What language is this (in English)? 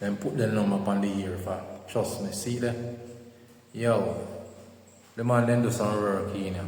Jamaican Creole English